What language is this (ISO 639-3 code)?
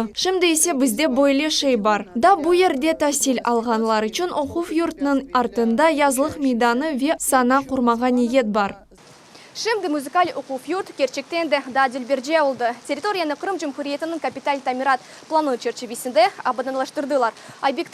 crh